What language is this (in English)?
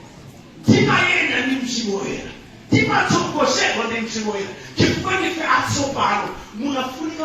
Nyanja